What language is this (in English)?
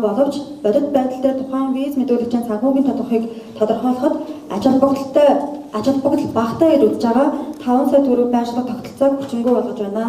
Mongolian